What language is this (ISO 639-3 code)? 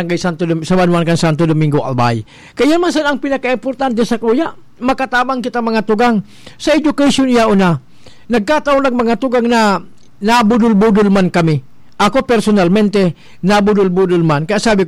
bik